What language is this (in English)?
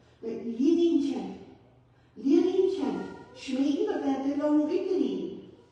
Plautdietsch